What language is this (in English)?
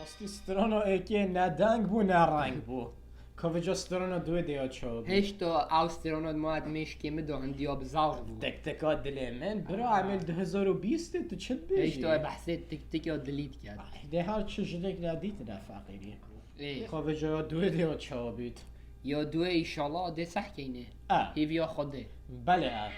Kurdish